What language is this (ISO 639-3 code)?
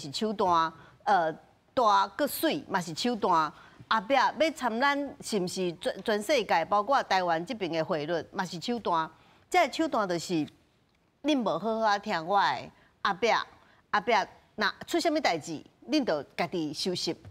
nan